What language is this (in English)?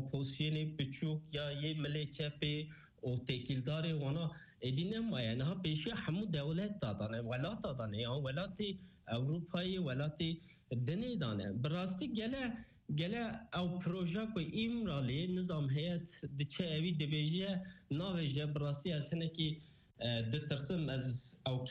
Kurdish